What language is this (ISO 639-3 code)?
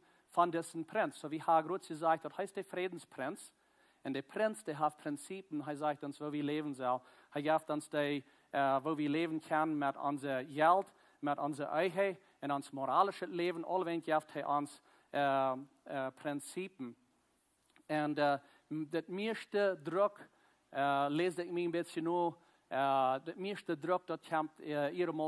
pdt